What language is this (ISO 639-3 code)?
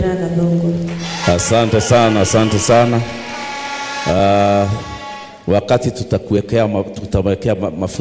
kik